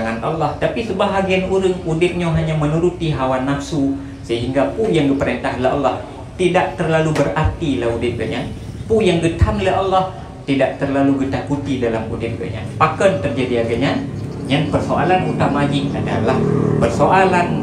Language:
Achinese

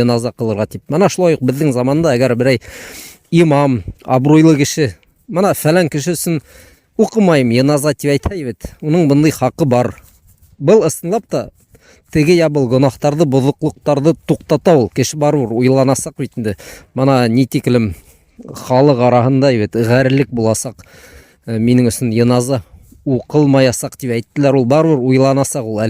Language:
Bashkir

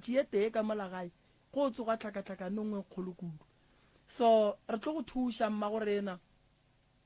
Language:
Northern Sotho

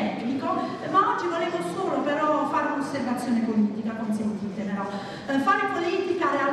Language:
Italian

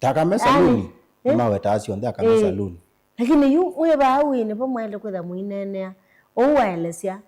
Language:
Kamba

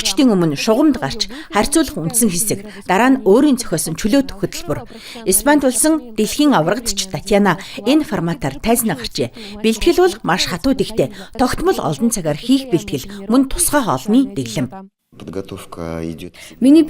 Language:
Mongolian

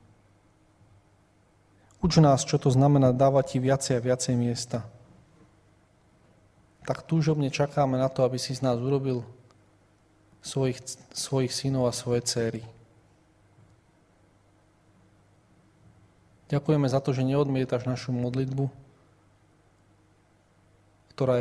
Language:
Slovak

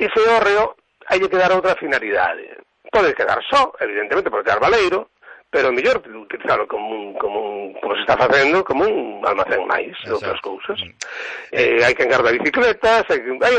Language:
Galician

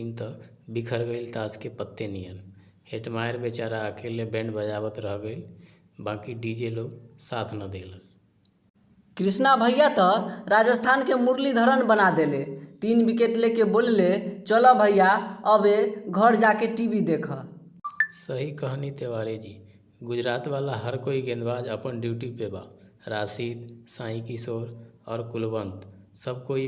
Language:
Bhojpuri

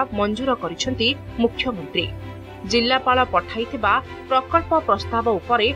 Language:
Odia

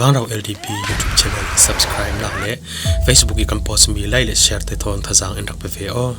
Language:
Falam Chin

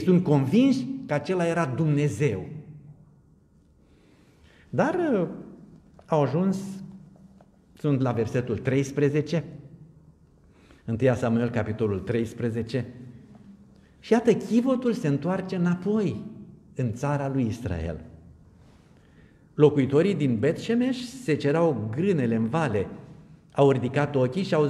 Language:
Romanian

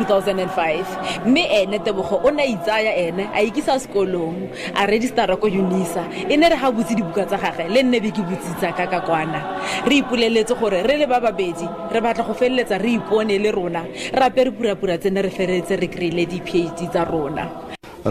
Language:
Tswana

